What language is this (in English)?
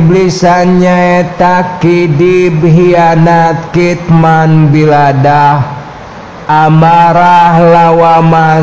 Sundanese